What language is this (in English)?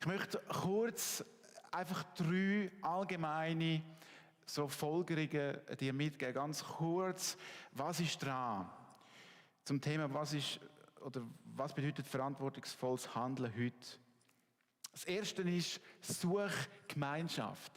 Swiss German